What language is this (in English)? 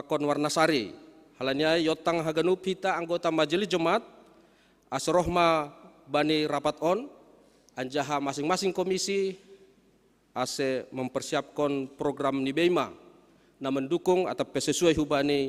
Batak Simalungun